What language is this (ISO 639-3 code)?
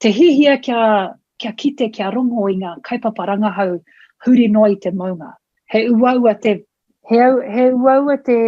mri